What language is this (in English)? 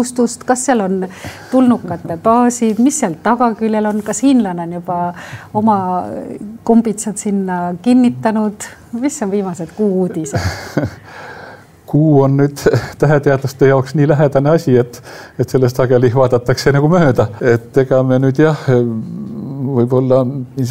Estonian